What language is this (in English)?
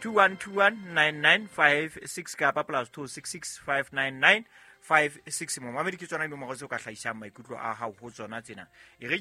Southern Sotho